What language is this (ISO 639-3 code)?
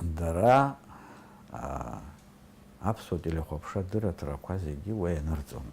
abk